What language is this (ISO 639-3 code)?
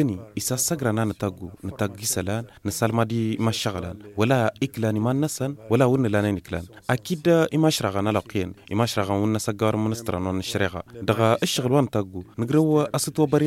taq